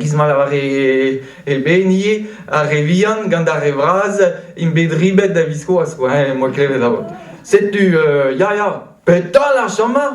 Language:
Breton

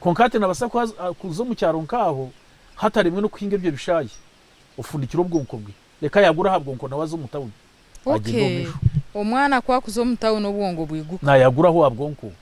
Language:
Nyankole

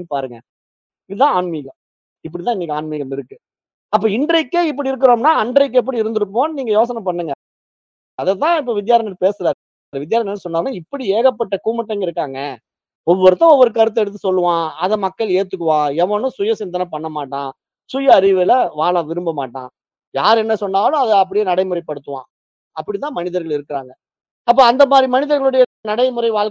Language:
Tamil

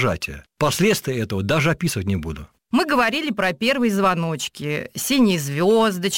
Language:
Russian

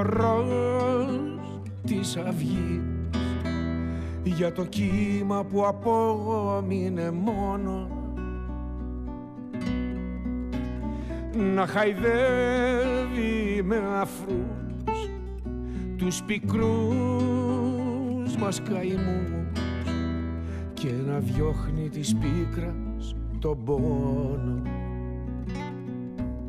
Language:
Greek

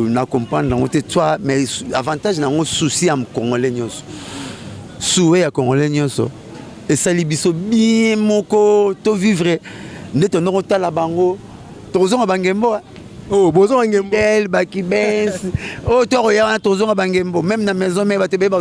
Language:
Lingala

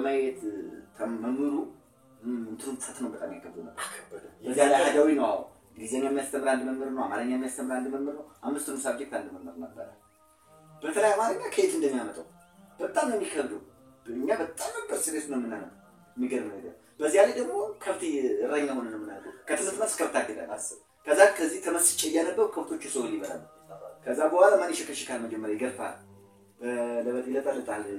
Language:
Amharic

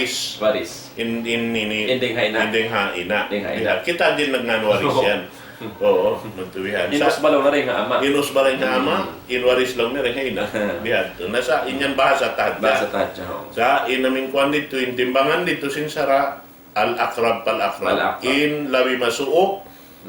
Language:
Tausug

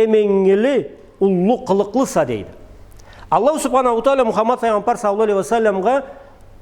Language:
Karachay-Balkar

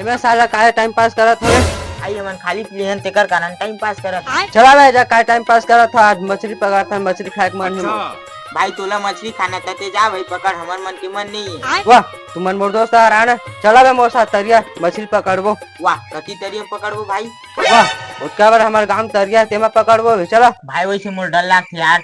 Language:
Chhattisgarhi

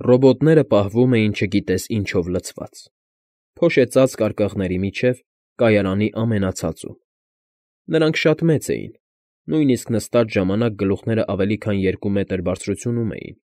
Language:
Armenian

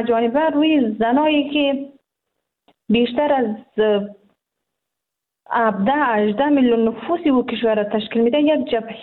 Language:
Persian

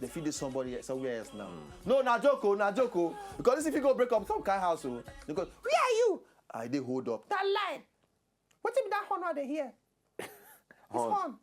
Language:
Nigerian Pidgin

